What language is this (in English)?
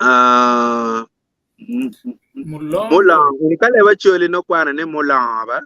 Acoli